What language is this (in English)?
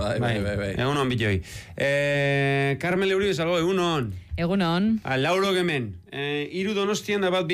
Basque